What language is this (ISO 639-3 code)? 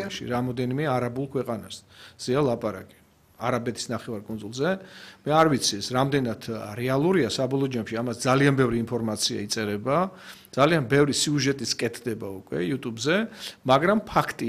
kat